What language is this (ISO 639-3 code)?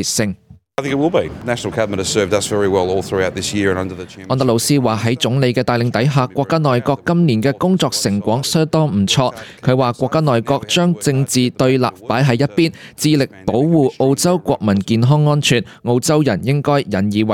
yue